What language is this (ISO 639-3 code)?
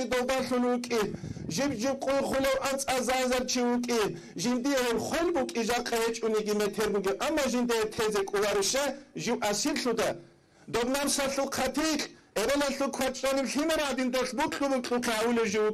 ava